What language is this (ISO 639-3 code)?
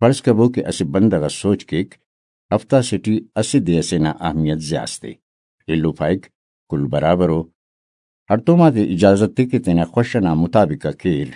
brh